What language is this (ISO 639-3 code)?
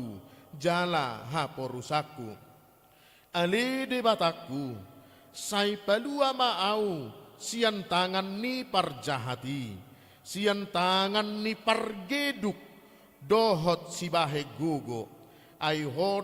bbc